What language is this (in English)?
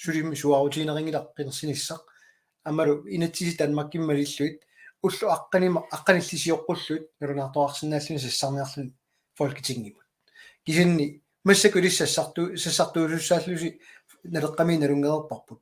Kalaallisut